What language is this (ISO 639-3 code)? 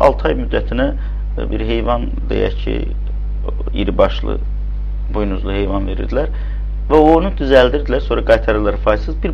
aze